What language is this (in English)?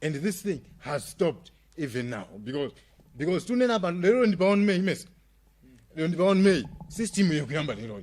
Nyanja